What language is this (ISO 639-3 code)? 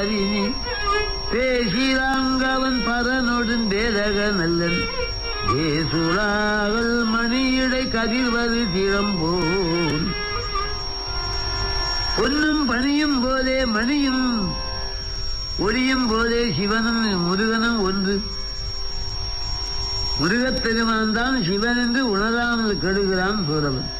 tam